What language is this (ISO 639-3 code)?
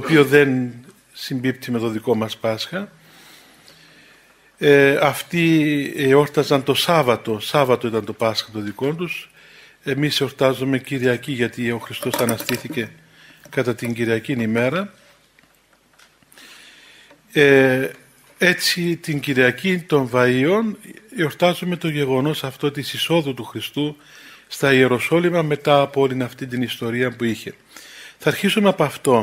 ell